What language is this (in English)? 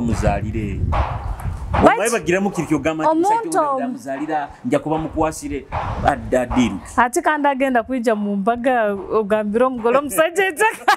Nyoro